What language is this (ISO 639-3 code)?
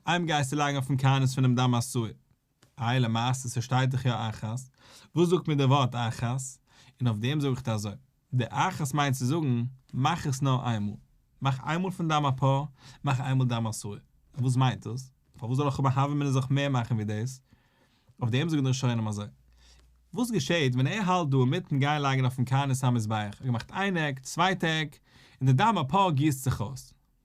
yid